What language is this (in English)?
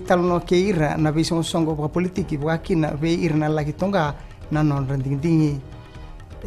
Fijian